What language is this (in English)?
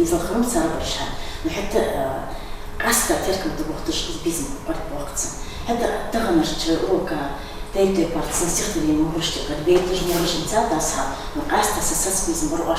Ingush